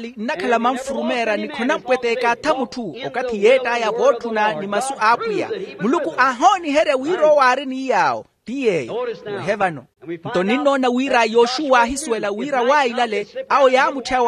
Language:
Makhuwa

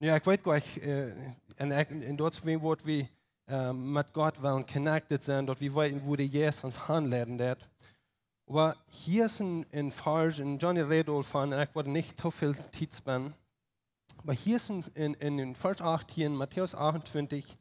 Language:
Plautdietsch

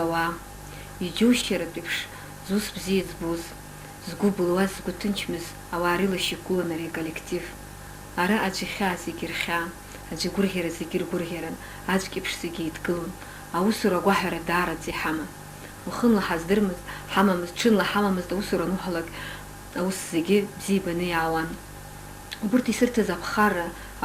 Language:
Abkhazian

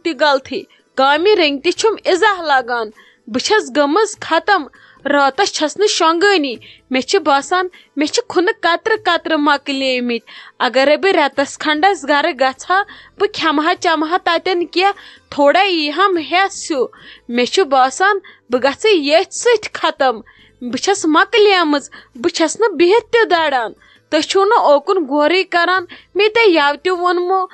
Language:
Kashmiri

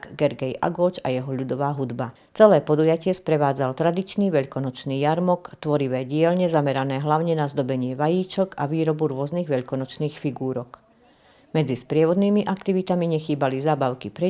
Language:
Slovak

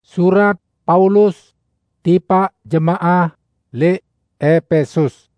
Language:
Sasak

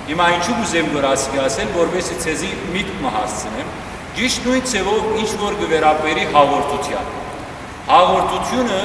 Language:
Western Armenian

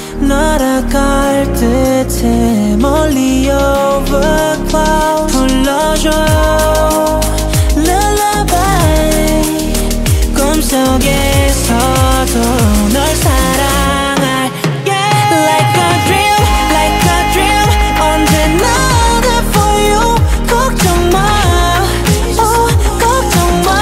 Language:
Korean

